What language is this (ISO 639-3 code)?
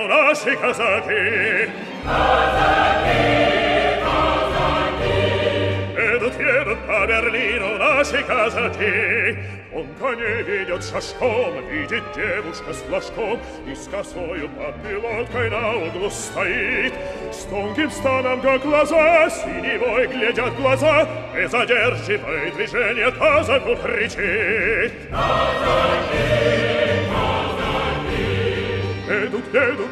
rus